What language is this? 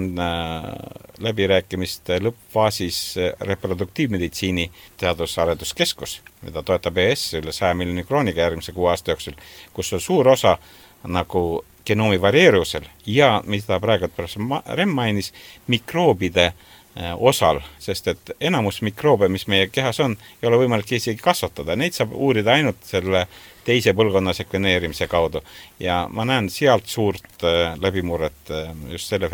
Estonian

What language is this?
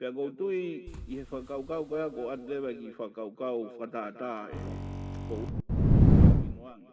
Tongan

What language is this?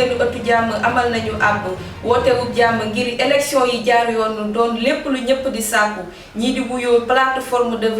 Wolof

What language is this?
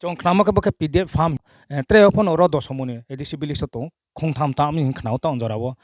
Kok Borok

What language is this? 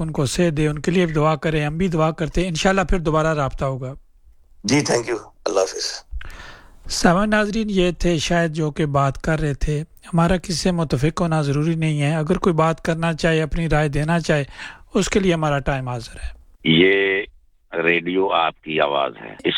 Urdu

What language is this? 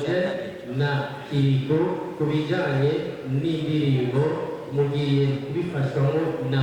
Rundi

